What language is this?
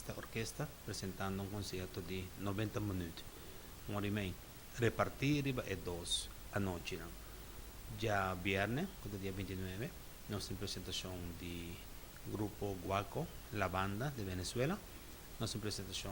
Papiamento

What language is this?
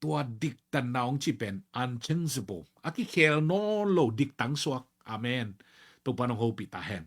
Tedim Chin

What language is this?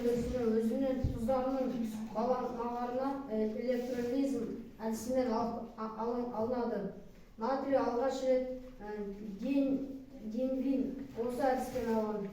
Kazakh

